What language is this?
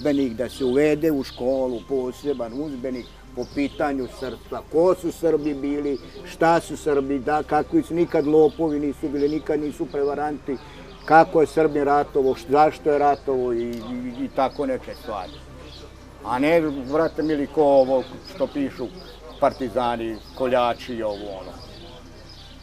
Serbian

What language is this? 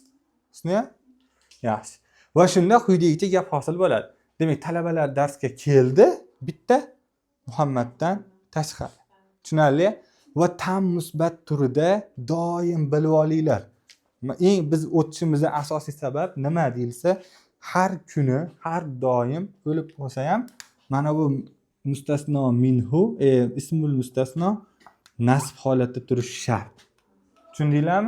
Uzbek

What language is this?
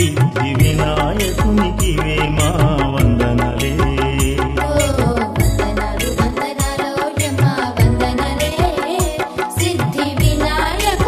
Telugu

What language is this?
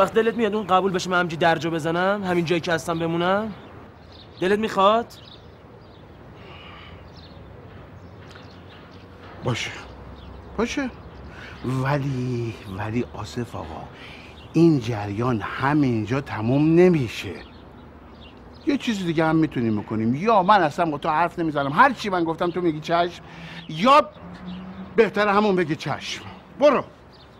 Persian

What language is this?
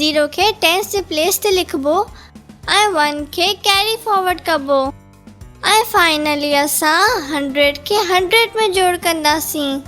Sindhi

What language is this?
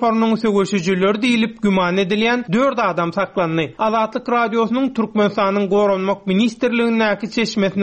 Turkmen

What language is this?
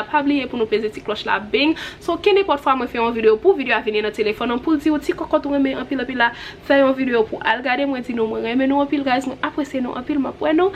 Haitian Creole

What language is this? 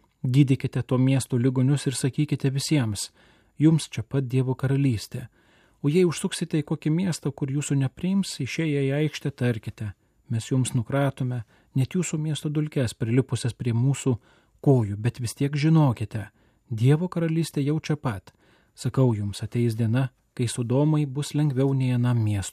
Lithuanian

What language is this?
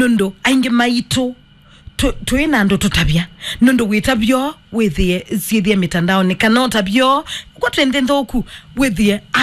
Kamba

